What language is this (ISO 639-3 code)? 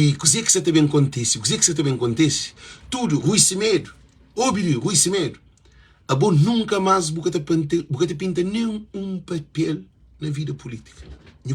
kea